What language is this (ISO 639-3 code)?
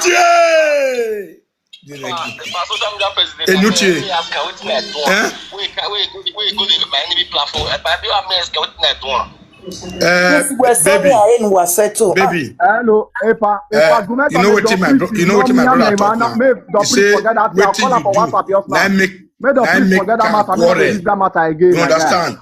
pcm